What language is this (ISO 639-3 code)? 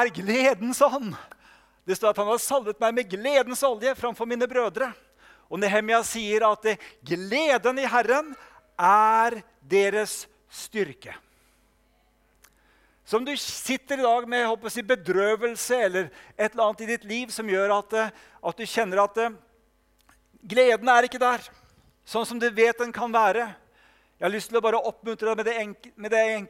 nor